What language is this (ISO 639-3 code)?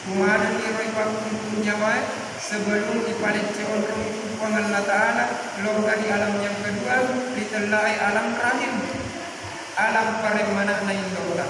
bug